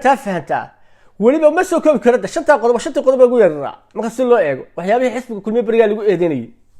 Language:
Somali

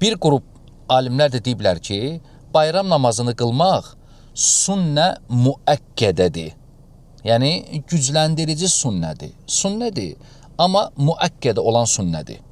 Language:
Azerbaijani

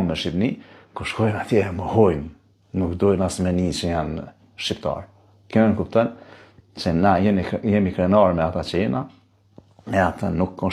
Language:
Albanian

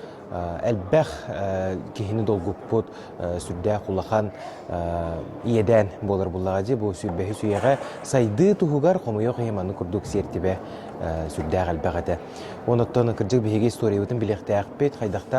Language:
Yakut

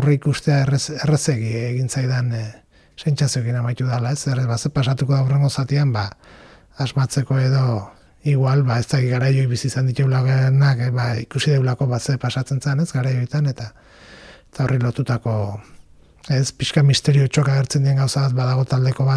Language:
Basque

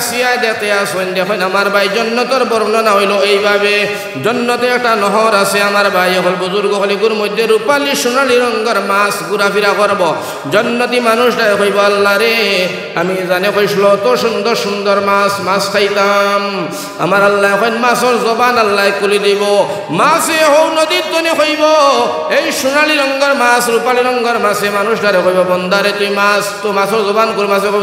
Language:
Sylheti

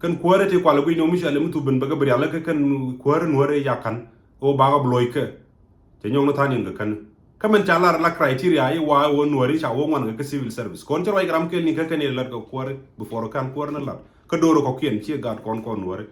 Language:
Nuer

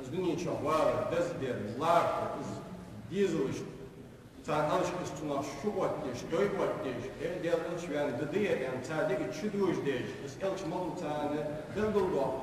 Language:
Ingush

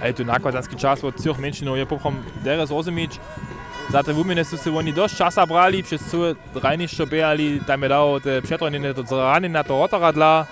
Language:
Upper Sorbian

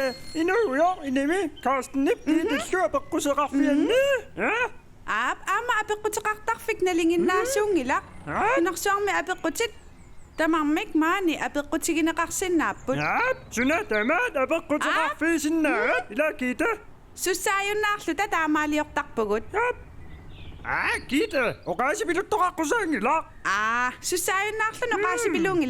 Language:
Kalaallisut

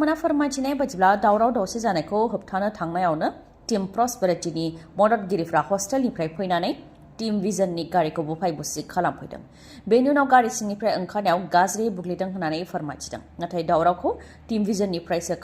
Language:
Bodo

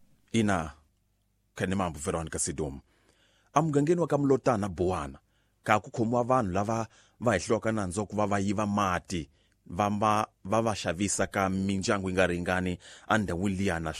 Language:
Tsonga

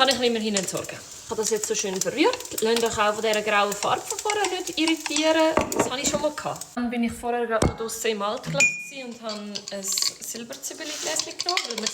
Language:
Swiss German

